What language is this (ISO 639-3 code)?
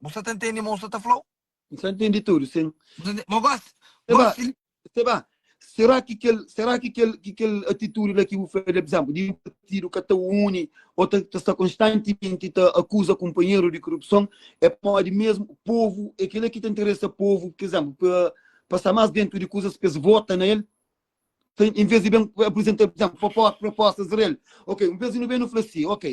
kea